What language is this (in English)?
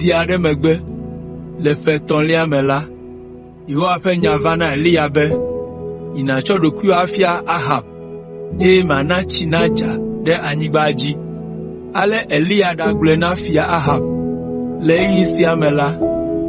Ewe